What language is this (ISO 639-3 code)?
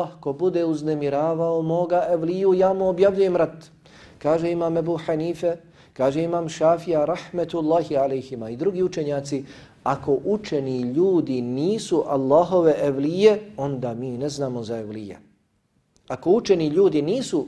bos